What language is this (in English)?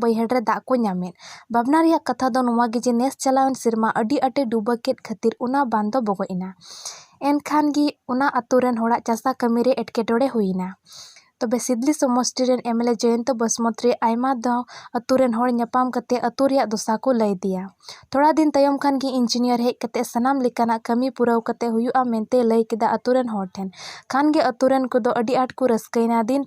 Santali